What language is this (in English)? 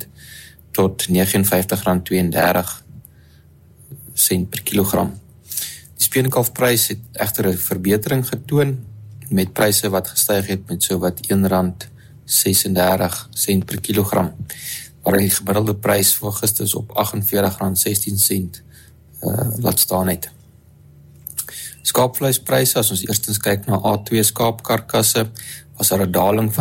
Afrikaans